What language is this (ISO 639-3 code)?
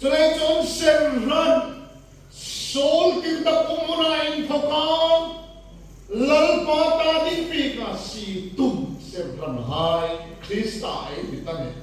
hmr